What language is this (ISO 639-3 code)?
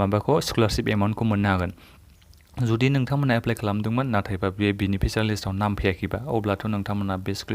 brx